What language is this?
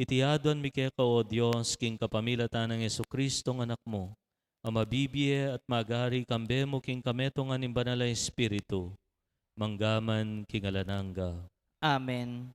Pampanga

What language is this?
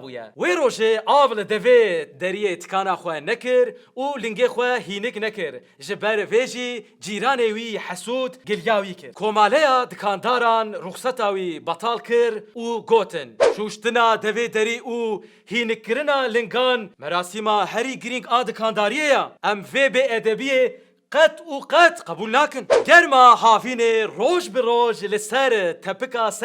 Kurdish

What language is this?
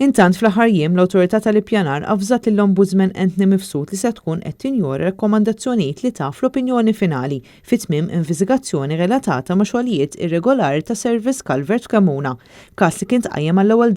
Maltese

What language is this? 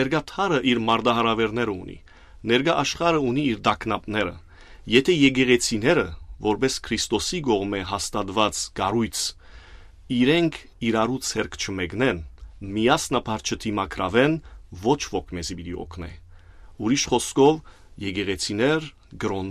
Armenian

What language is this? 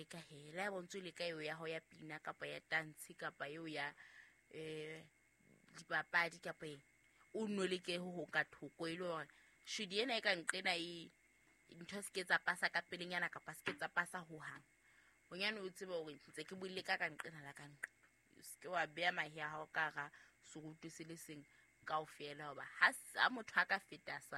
Southern Sotho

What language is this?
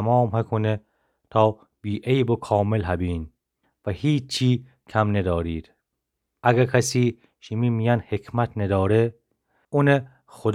Gilaki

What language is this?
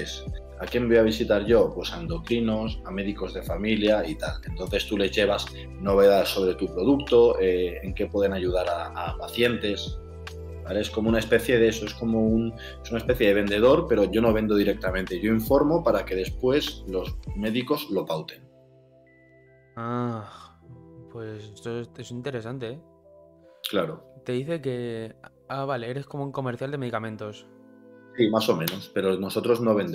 Spanish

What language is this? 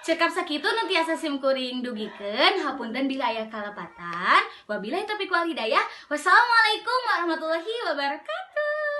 Sundanese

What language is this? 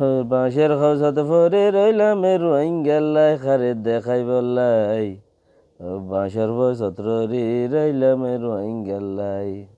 Rohingya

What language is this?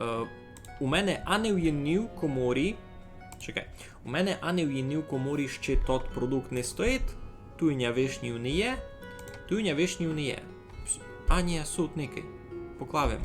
Rusyn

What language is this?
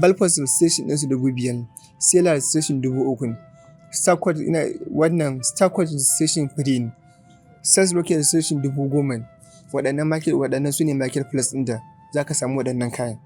Hausa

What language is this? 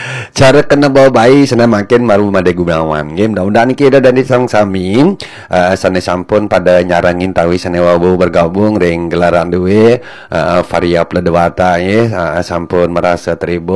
Balinese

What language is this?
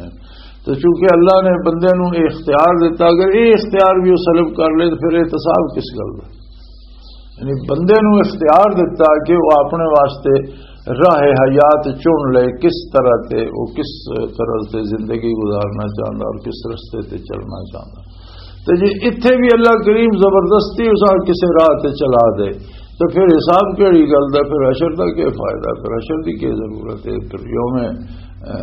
Western Panjabi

